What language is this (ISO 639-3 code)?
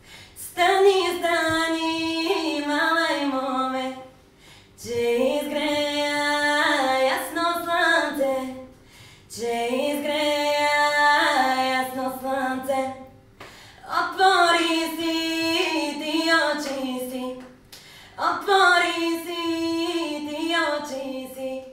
bul